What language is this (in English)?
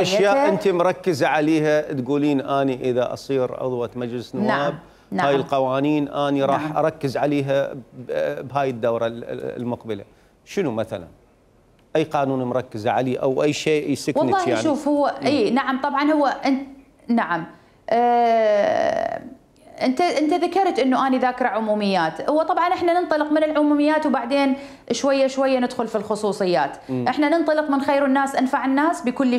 Mesopotamian Arabic